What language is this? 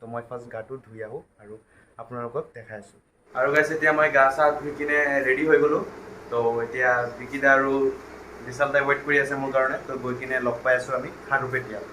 Assamese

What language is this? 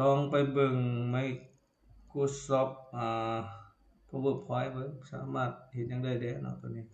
Lao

